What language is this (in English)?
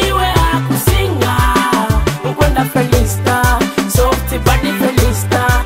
Nyoro